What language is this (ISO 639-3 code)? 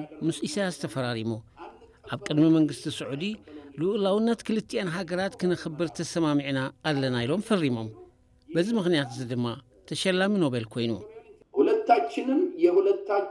tir